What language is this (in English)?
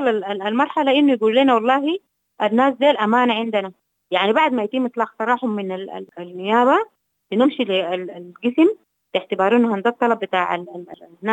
Sudanese Arabic